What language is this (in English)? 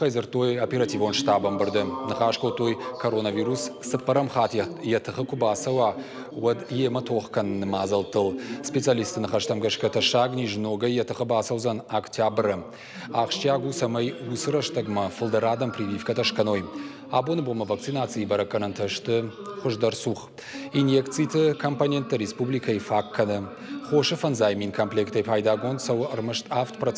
Ossetic